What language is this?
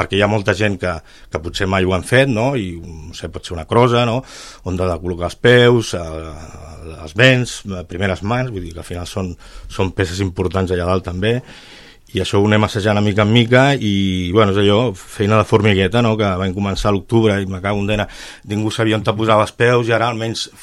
Catalan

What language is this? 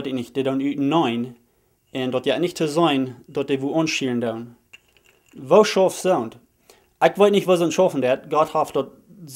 Plautdietsch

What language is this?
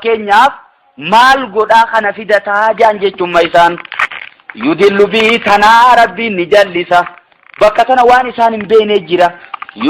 Oromo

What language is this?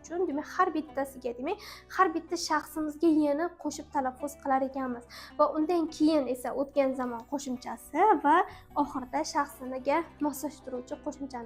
Uzbek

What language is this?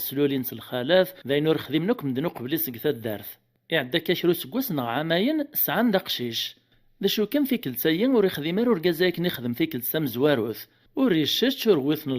Kabyle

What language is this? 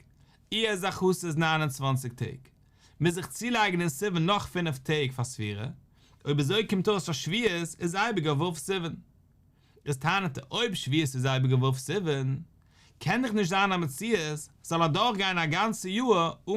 Yiddish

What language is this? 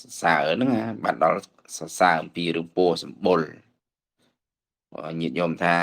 Khmer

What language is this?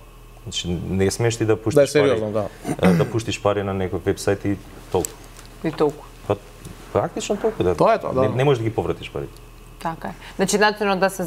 Macedonian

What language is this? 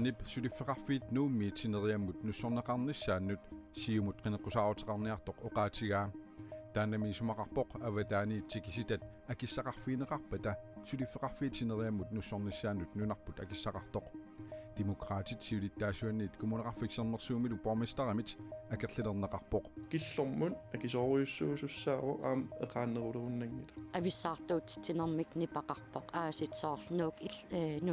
Kalaallisut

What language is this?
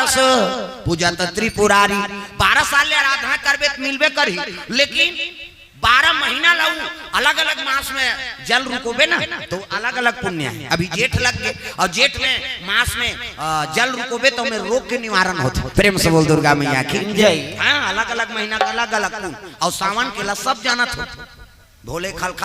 Chhattisgarhi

